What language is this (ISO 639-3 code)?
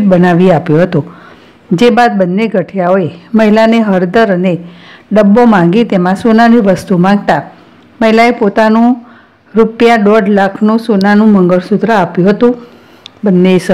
guj